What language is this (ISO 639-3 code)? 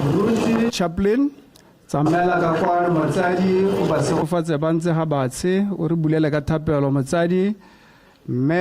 tsn